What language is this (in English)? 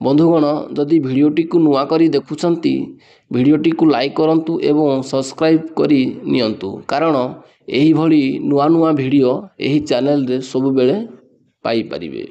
Odia